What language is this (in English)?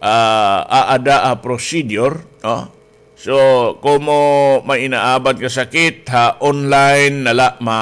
Waray